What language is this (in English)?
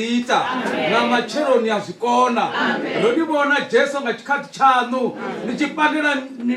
Venda